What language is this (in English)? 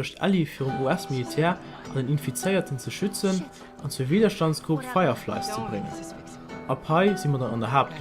Luxembourgish